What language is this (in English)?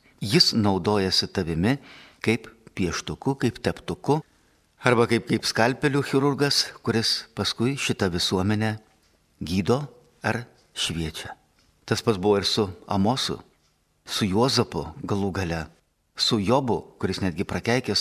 Lithuanian